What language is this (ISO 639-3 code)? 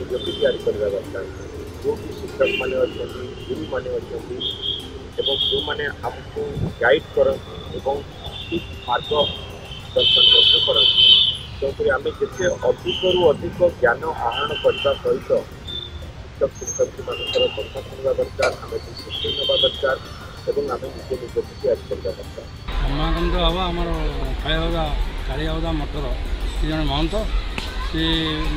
ori